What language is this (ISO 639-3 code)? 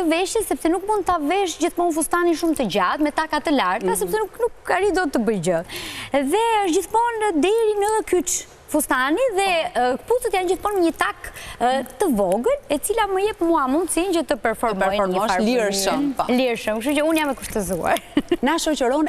sqi